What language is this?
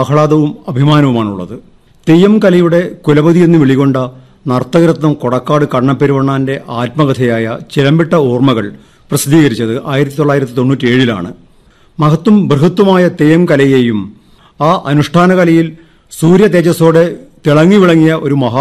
Malayalam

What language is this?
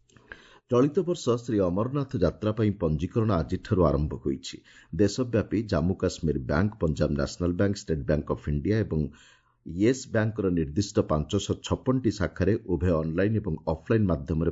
Odia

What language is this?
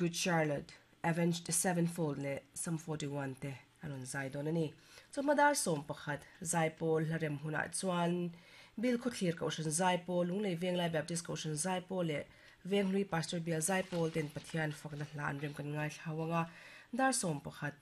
Mizo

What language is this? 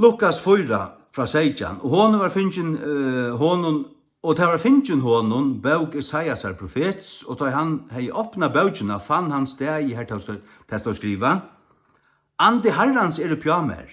Faroese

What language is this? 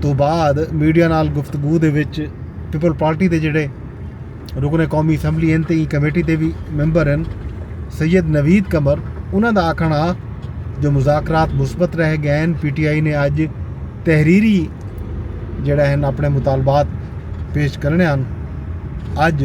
Saraiki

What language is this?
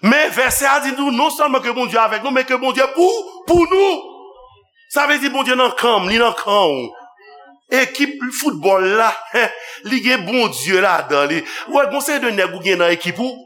Haitian Creole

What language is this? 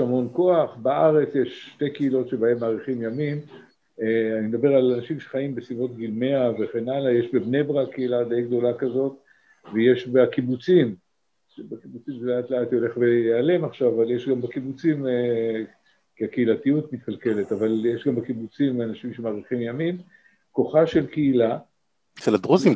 Hebrew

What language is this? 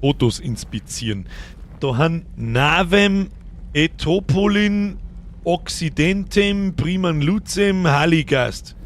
Bavarian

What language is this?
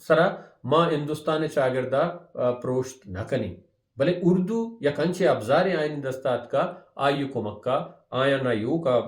Baluchi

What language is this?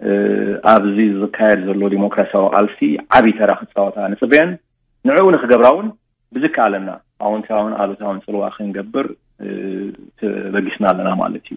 Tigrinya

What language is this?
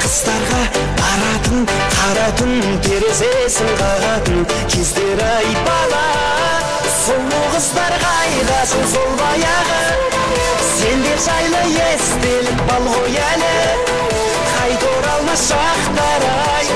Kara-Kalpak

